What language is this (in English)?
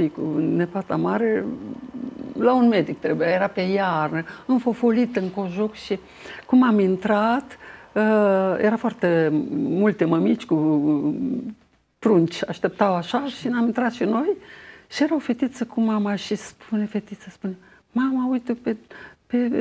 Romanian